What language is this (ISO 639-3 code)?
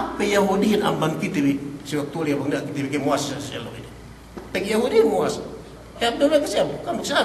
yka